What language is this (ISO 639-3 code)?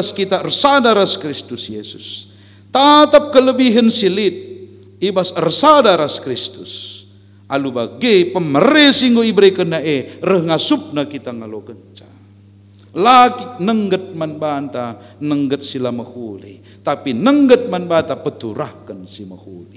btx